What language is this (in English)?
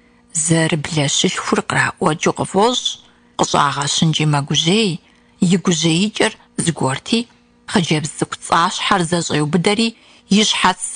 Kabardian